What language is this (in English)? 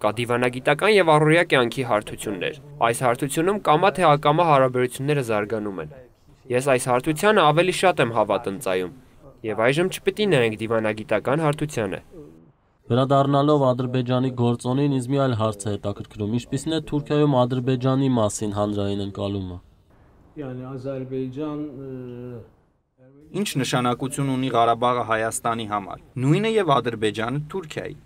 Armenian